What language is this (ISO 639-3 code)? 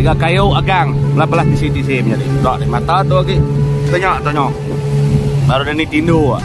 iba